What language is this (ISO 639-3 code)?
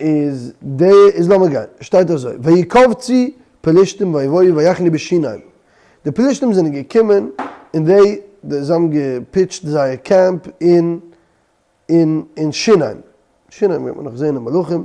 yid